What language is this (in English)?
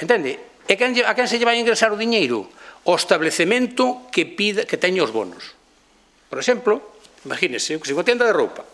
Galician